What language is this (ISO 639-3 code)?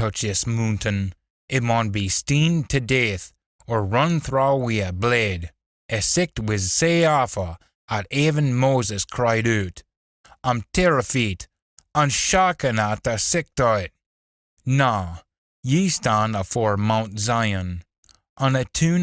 sco